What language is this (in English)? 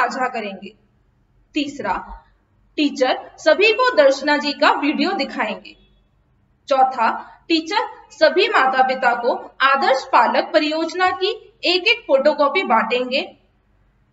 Hindi